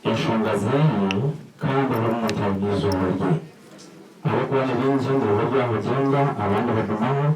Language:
Nyankole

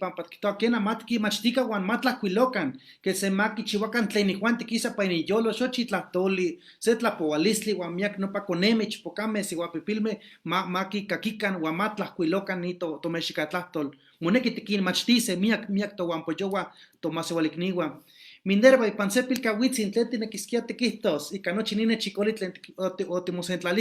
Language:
Eastern Huasteca Nahuatl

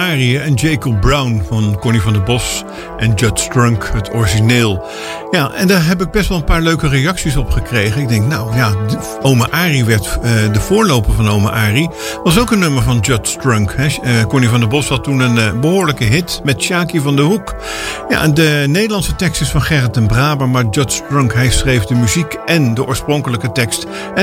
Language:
Dutch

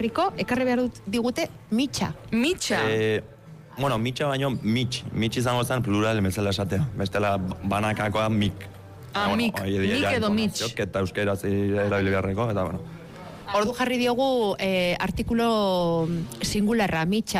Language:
Basque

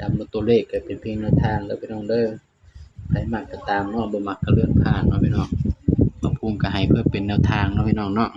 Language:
Northeastern Thai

